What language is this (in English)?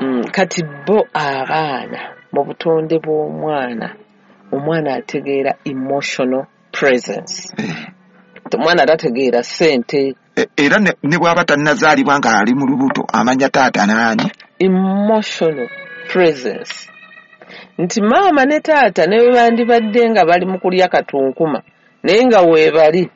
Ganda